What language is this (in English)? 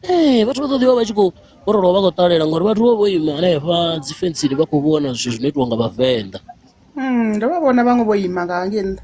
Venda